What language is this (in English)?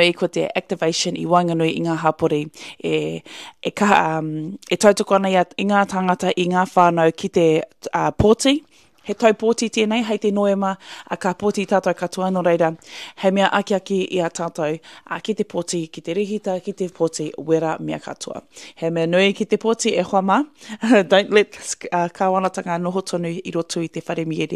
Māori